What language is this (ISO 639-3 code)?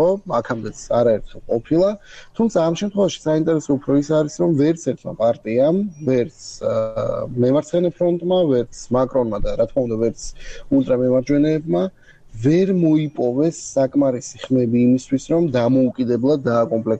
kat